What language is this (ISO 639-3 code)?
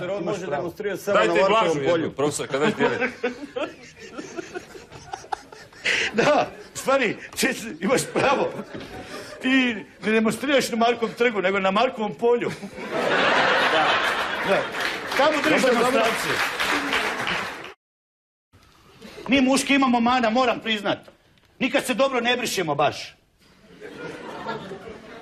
hrv